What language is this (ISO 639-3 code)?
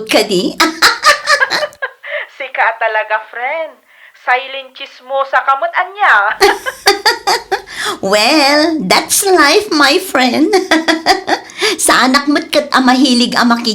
ilo